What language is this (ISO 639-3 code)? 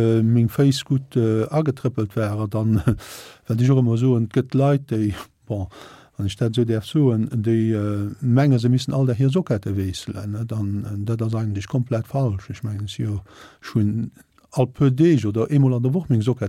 ltz